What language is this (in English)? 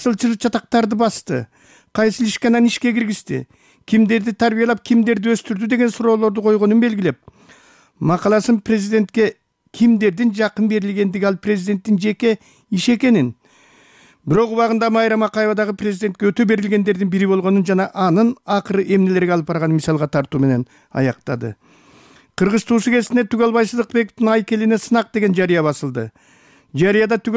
Kyrgyz